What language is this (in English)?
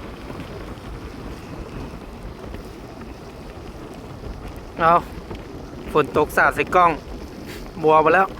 Lao